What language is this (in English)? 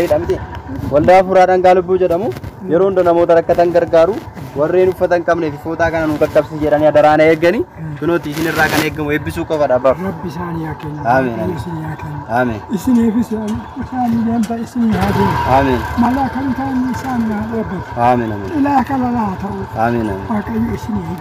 Oromo